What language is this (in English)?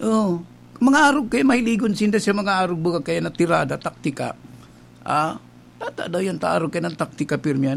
Bikol